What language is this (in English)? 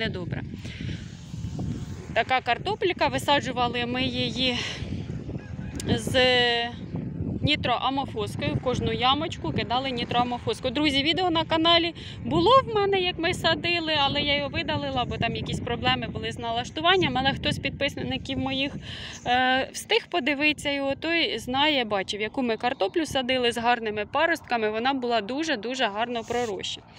Ukrainian